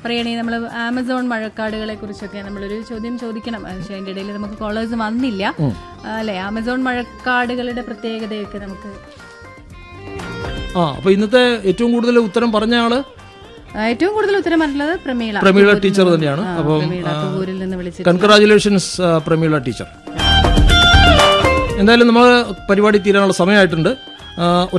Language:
Malayalam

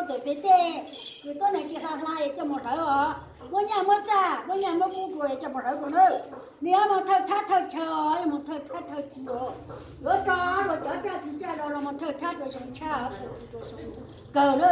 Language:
Hmong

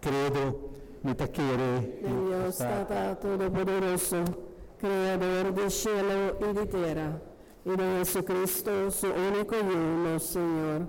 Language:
Papiamento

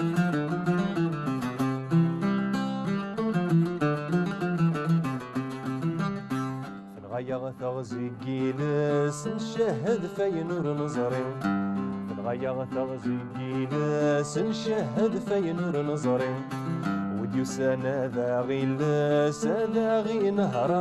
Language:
Kabyle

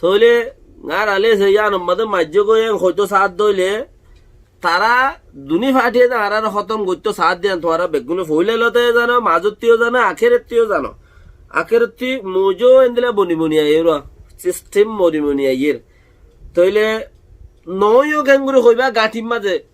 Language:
Rohingya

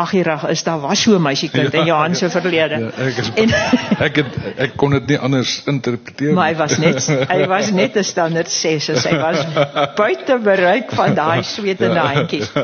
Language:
Afrikaans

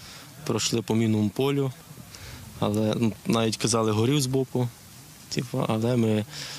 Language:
Ukrainian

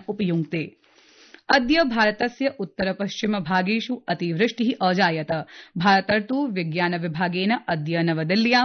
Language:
Sanskrit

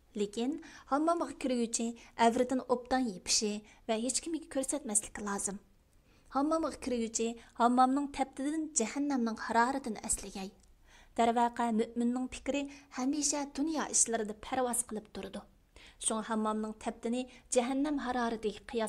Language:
Uyghur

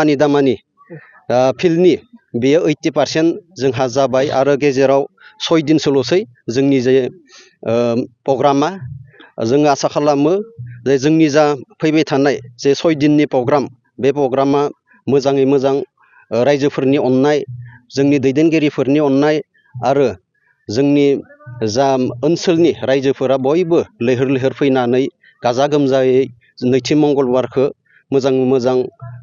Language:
Bodo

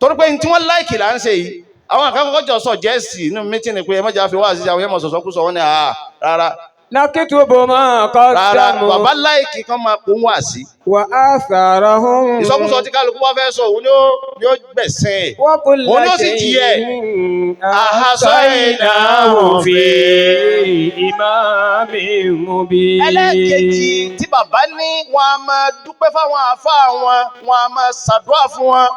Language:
Yoruba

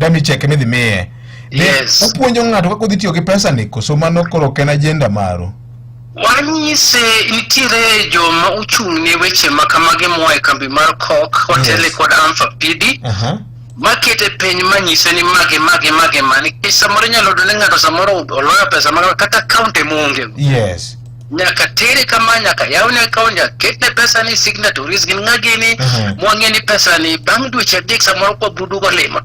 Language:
Luo (Kenya and Tanzania)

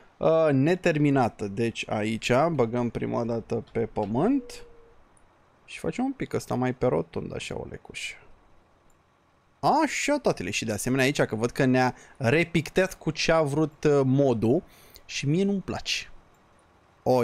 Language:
Romanian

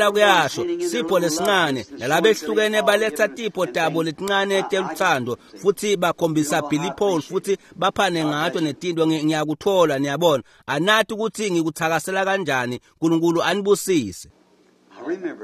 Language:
Swati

